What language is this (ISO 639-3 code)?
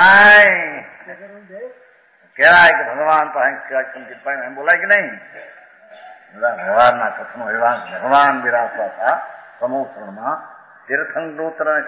guj